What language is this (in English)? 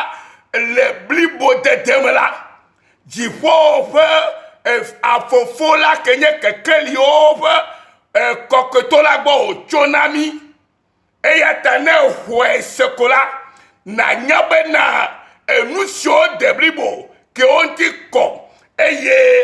Ewe